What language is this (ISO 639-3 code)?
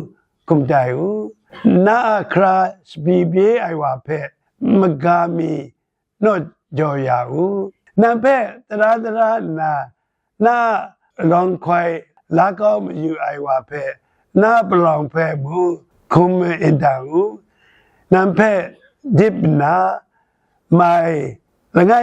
kac